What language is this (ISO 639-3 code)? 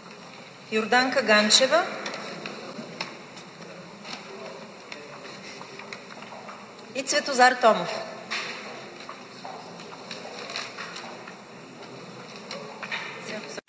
bul